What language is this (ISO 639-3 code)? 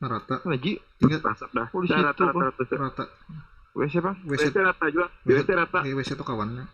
bjn